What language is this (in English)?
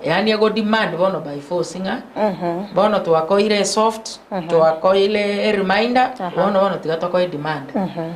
Gusii